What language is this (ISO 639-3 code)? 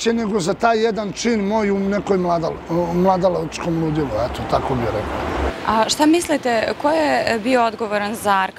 srp